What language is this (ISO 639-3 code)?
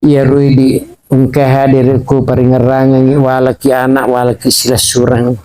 bug